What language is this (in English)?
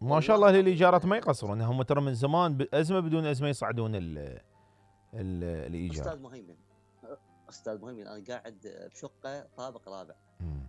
Mesopotamian Arabic